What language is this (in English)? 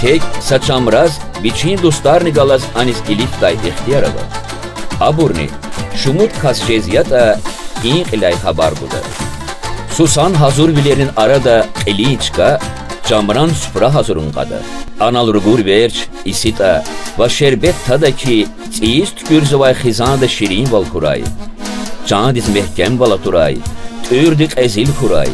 Lezghian